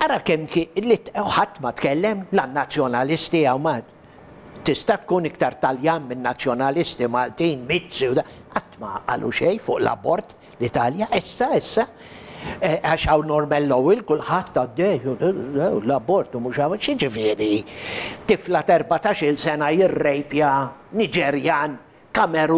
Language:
Maltese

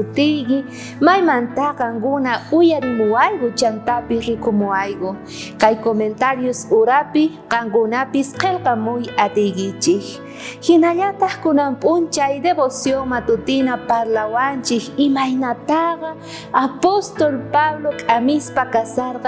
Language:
South Bolivian Quechua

